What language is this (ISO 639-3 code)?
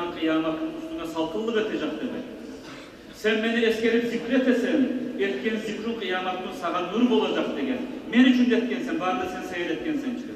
kum